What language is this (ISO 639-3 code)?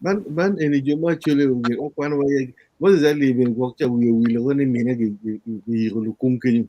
ach